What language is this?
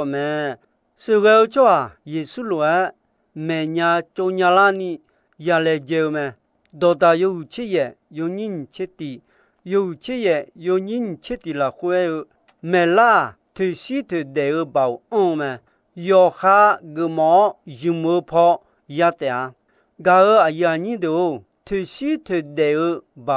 Akha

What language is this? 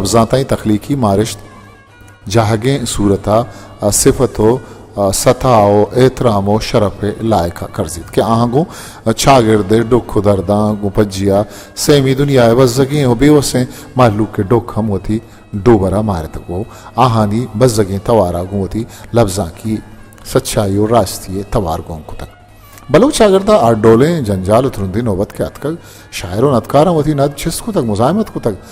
Baluchi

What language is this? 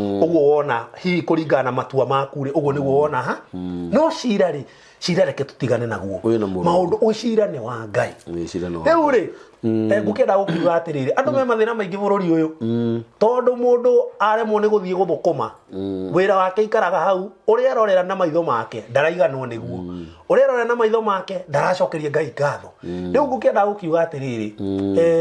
Kikuyu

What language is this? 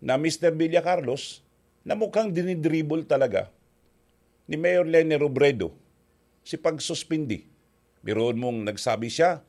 Bikol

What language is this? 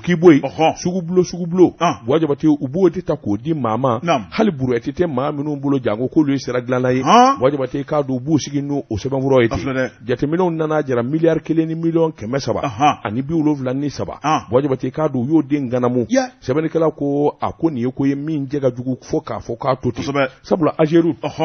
Bambara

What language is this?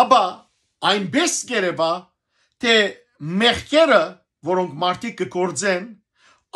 Western Armenian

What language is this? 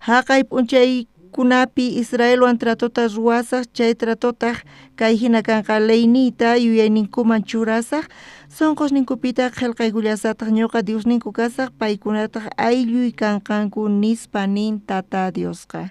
South Bolivian Quechua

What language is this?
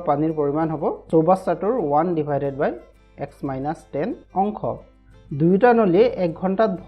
Assamese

